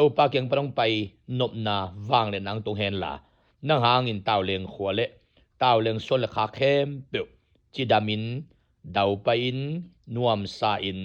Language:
Tedim Chin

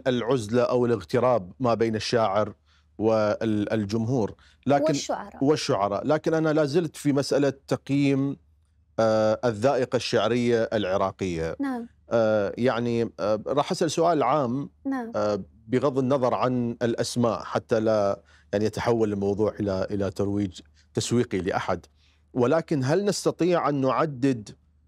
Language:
Mesopotamian Arabic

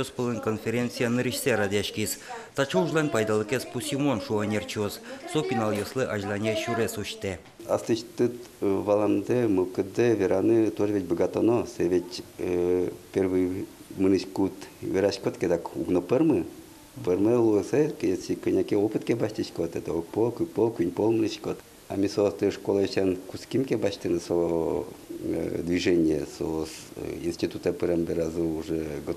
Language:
Udmurt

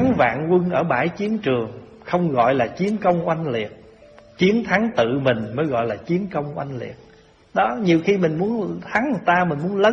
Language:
Vietnamese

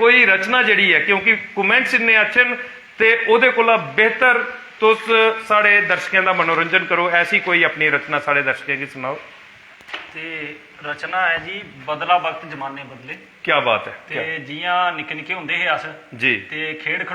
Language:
Dogri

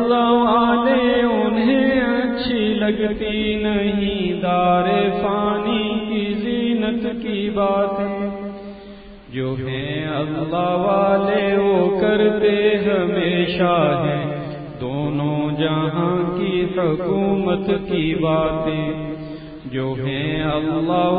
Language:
Urdu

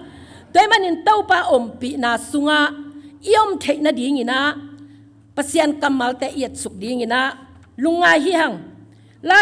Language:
Tedim Chin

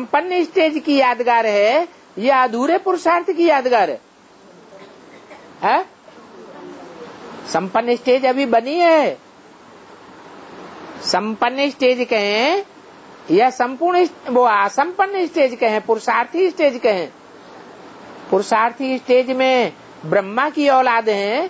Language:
Hindi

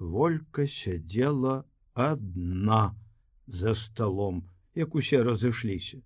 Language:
Belarusian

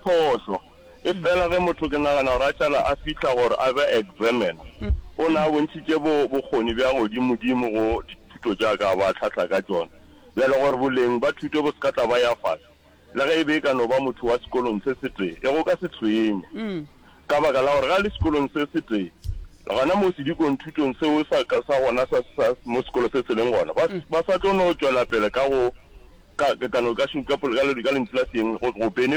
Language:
Northern Sotho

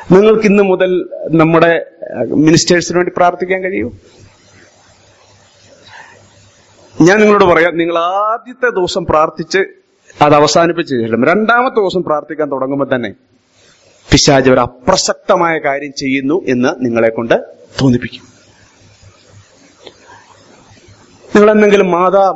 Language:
Malayalam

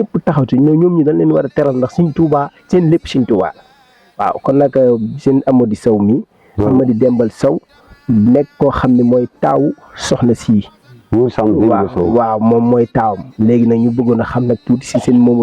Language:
Wolof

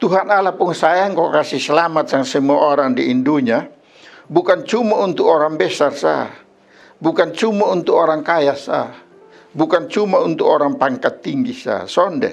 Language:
Kupang Malay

